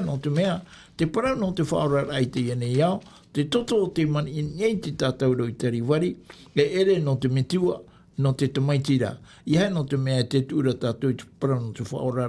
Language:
Tahitian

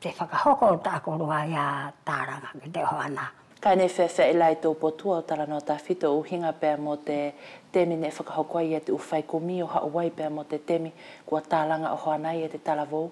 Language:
Wallisian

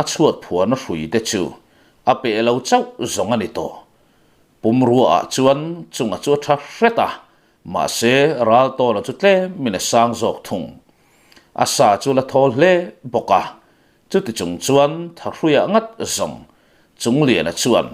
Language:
Mizo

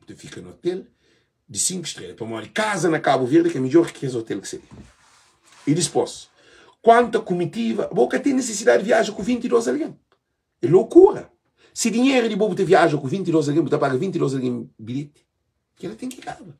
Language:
Kabuverdianu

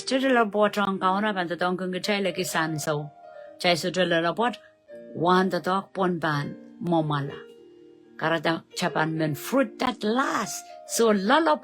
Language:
Pohnpeian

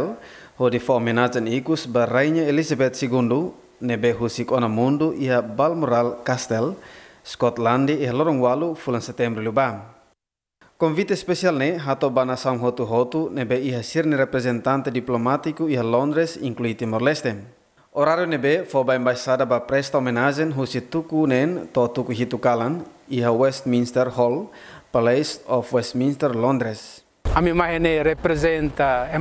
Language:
Tetum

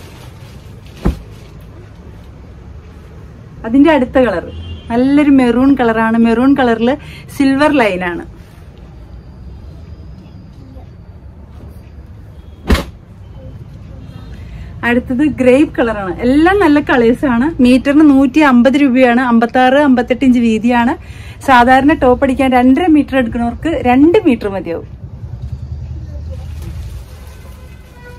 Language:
Malayalam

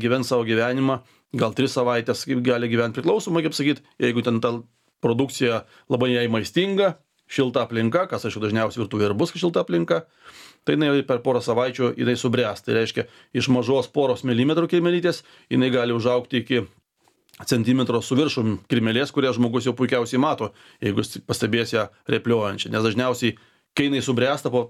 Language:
Lithuanian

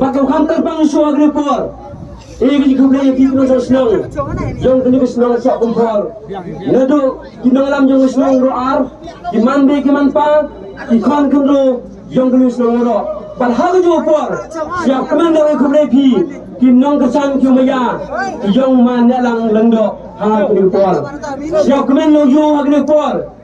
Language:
Khasi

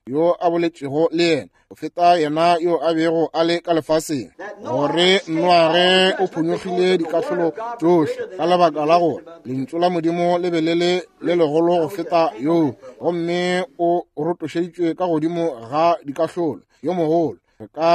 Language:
Northern Sotho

